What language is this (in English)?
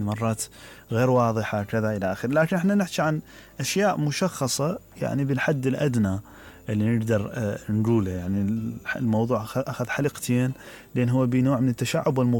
Mesopotamian Arabic